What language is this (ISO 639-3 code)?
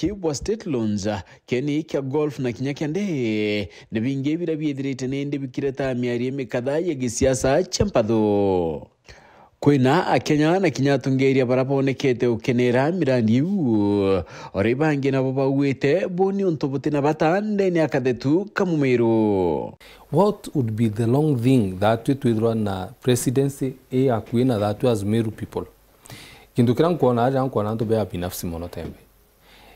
mer